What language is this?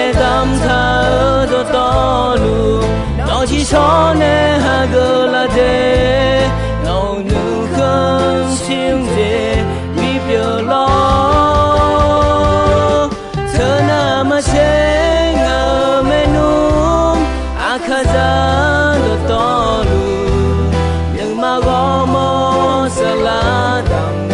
Akha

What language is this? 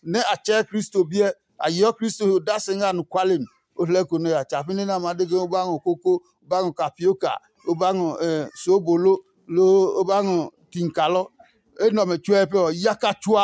Adangme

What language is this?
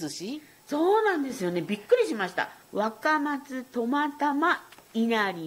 Japanese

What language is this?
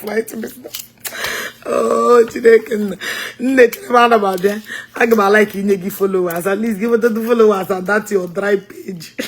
Igbo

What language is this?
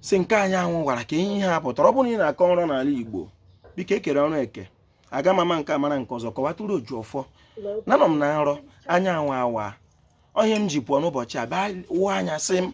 Igbo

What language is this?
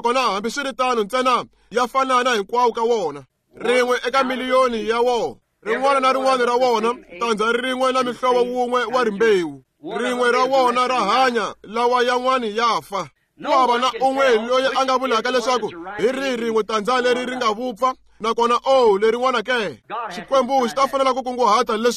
Tsonga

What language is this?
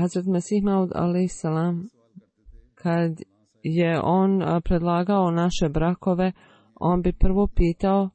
Bosnian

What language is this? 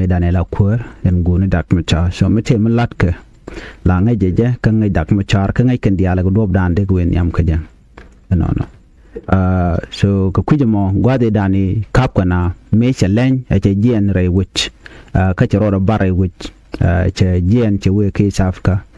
Nuer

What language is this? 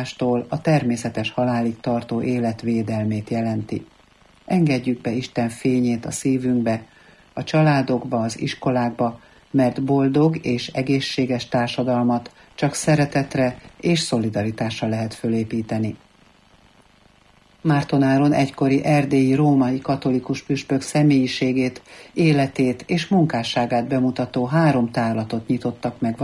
Hungarian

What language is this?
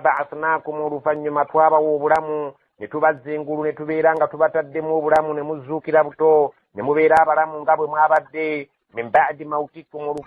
Ganda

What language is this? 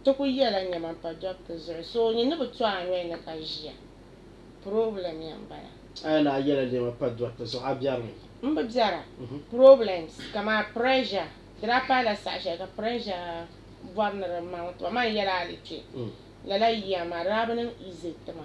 Dagbani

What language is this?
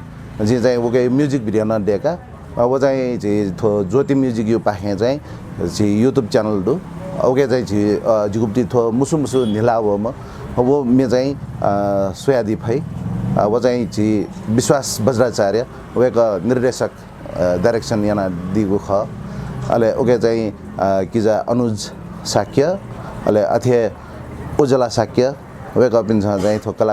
Newari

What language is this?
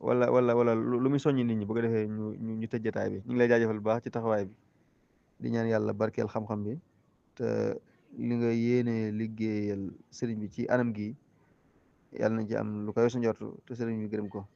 Wolof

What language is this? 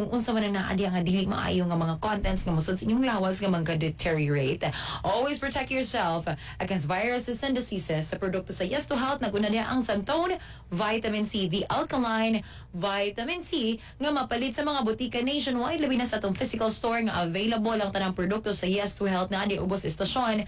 Cebuano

